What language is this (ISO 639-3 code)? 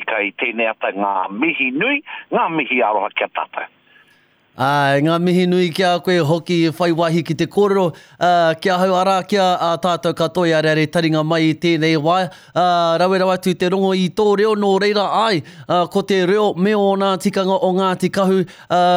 mri